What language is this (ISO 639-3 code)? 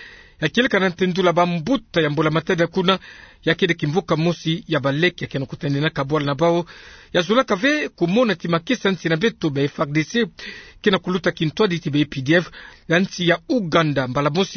ktu